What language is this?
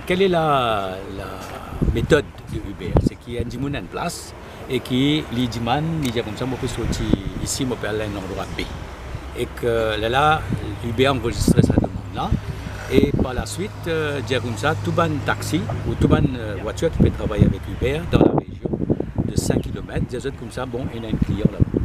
Morisyen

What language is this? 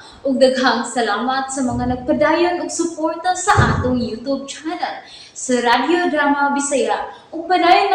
Cebuano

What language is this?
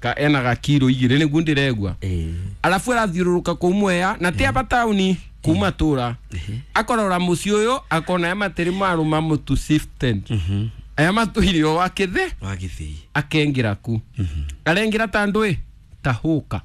Kikuyu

